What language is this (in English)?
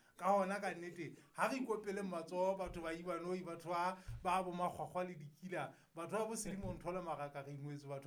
Southern Sotho